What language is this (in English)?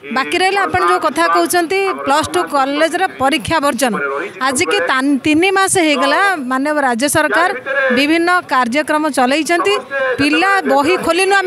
Odia